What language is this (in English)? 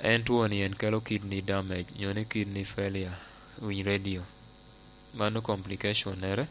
Lango (Uganda)